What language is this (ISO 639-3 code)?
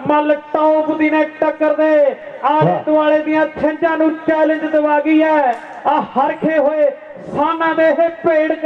pan